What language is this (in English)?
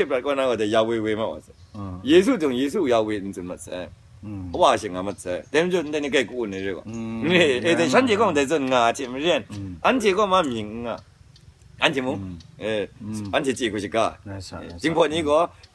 Kachin